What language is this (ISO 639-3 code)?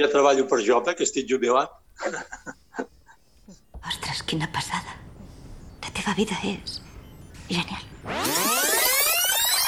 cat